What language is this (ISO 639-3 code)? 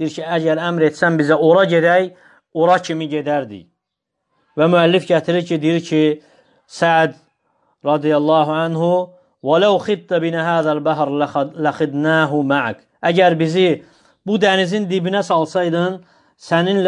aze